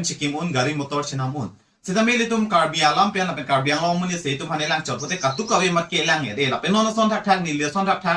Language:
Karbi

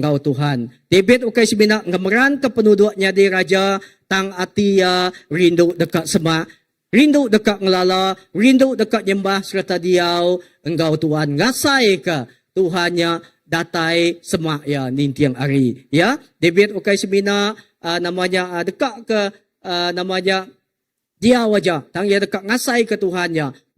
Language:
Iban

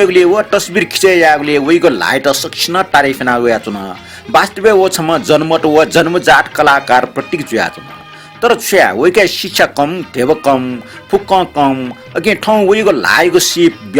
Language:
Newari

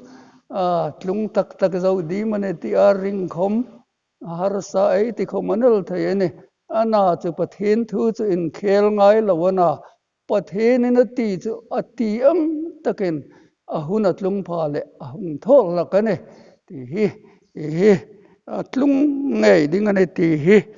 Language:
Hmar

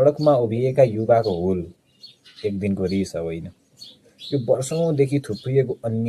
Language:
Nepali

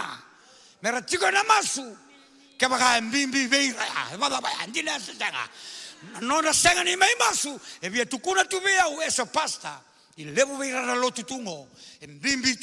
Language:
Fijian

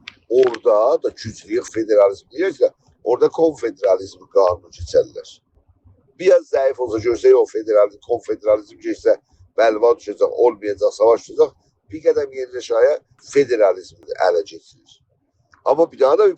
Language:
South Azerbaijani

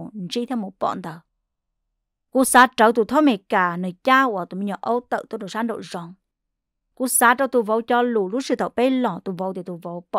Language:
Vietnamese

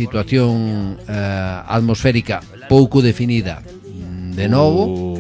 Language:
Galician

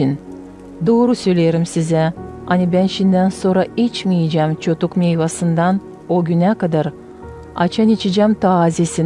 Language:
Gagauz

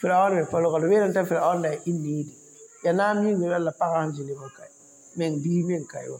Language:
Mossi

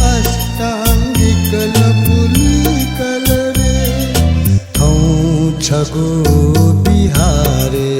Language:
Newari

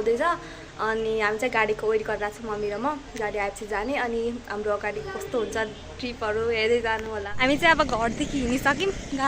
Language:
Nepali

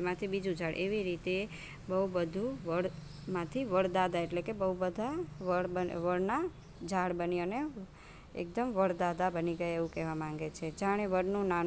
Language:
Gujarati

